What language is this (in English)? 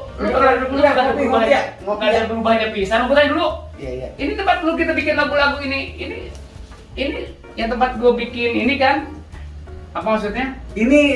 Betawi